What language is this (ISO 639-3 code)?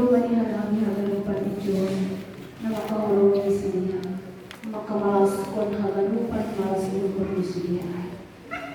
bts